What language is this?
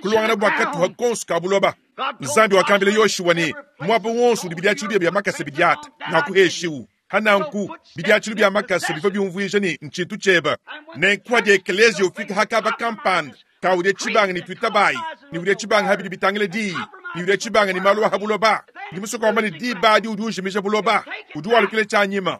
Luba-Lulua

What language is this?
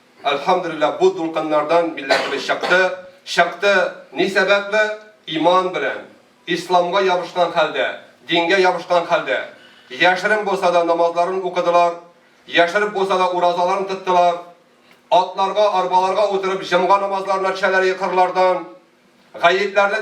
Tatar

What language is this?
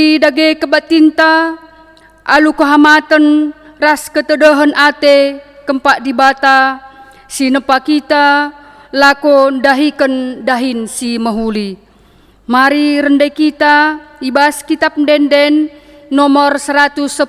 Batak Karo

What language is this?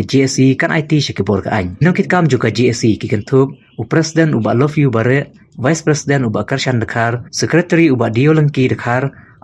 Khasi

